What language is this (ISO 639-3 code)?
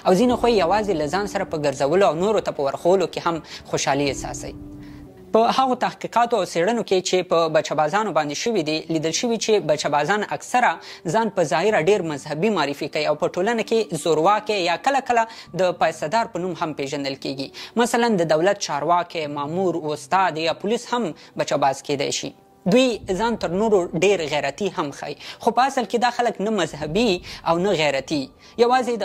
pus